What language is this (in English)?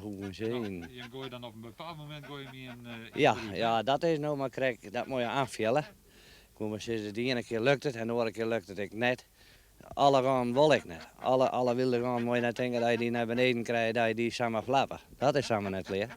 Western Frisian